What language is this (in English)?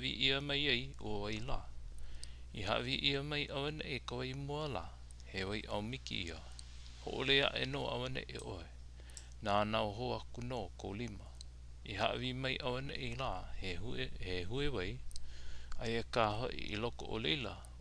Hawaiian